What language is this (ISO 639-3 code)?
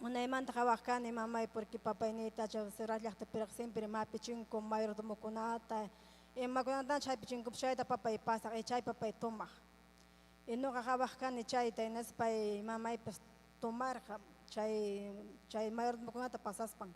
quy